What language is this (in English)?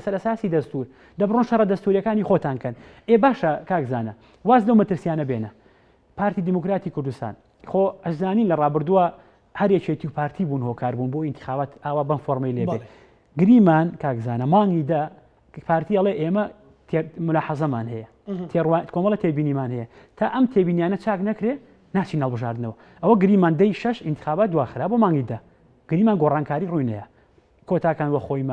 Central Kurdish